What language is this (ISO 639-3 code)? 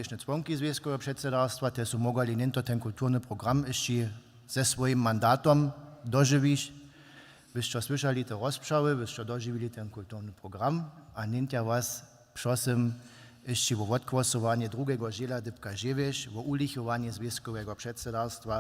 hsb